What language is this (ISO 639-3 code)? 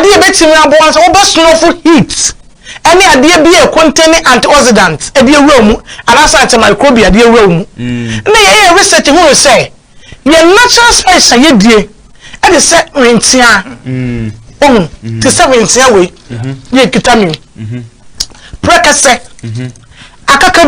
aka